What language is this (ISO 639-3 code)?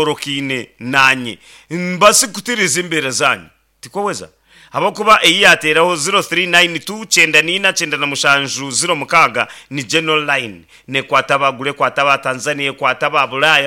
nyn